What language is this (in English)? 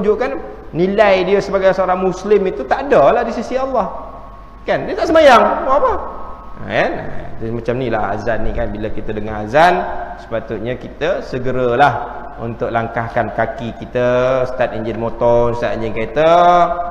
Malay